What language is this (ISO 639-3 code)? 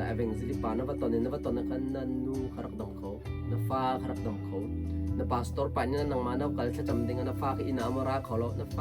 cnh